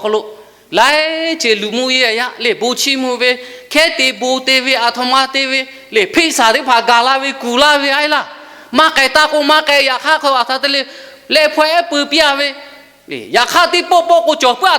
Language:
Lahu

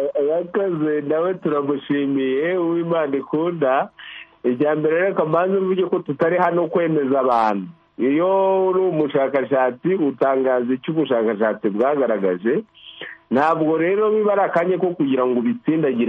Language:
Kinyarwanda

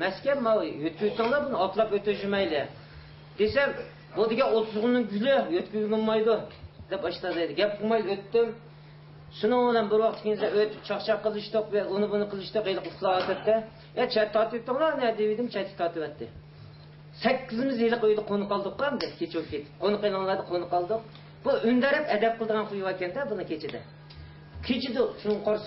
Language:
Uyghur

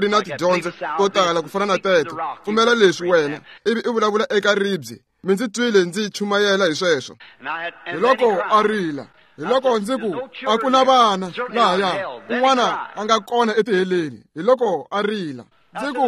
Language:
Tsonga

